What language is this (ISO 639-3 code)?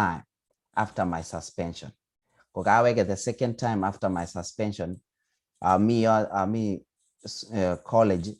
kln